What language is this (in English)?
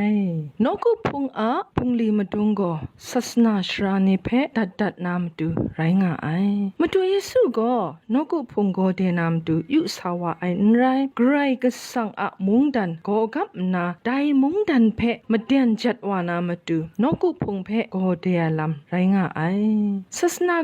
Kachin